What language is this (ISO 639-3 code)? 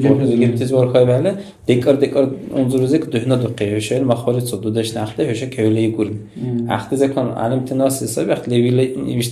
dar